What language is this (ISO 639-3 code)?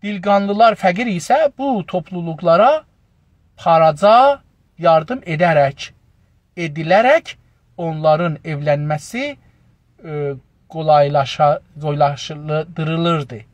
azb